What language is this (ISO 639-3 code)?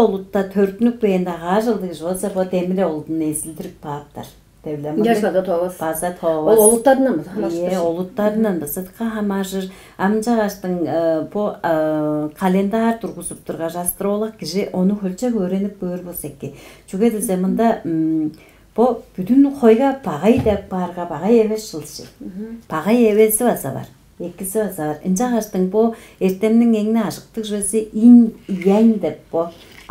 tyv